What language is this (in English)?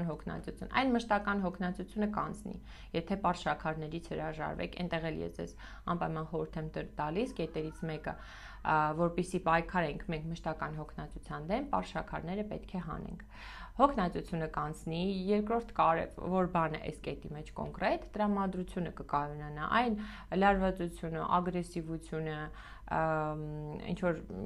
Armenian